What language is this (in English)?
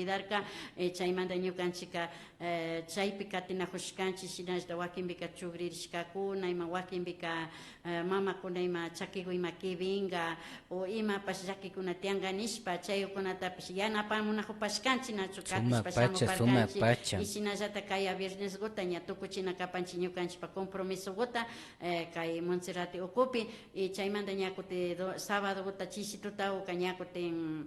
Imbabura Highland Quichua